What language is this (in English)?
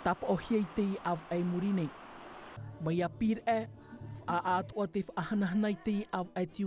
Tahitian